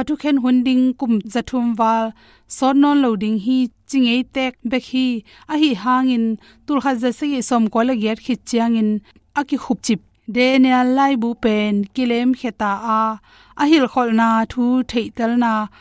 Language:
Tedim Chin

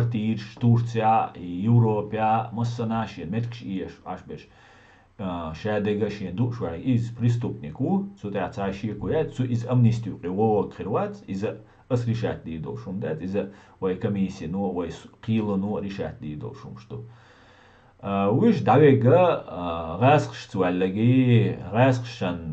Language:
Chechen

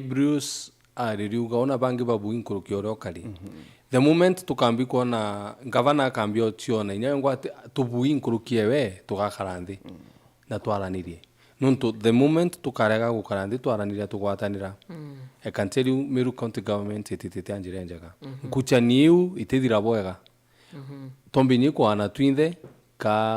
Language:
Meru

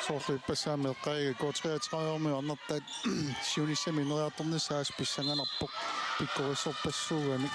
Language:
Kalaallisut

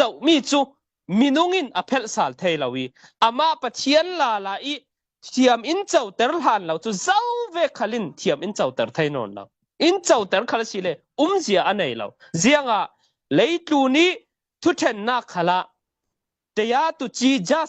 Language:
Falam Chin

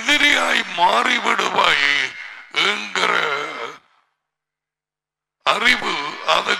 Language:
Tamil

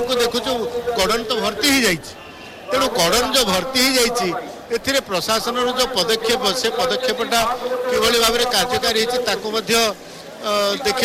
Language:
Odia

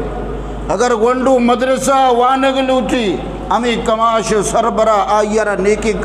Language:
Eastern Balochi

